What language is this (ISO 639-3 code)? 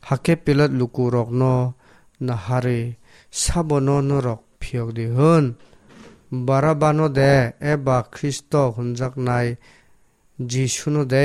trp